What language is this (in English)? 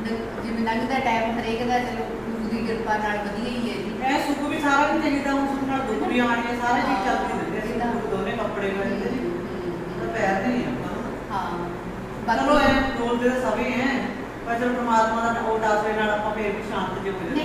Punjabi